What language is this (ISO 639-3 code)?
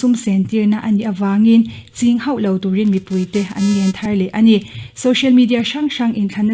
lus